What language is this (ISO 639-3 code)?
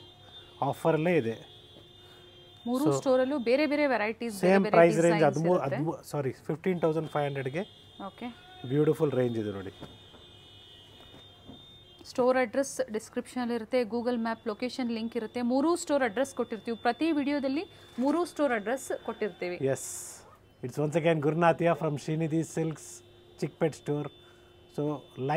kan